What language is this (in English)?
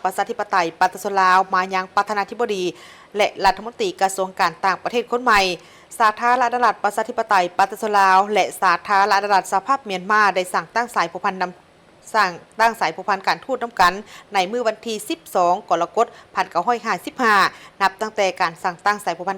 Lao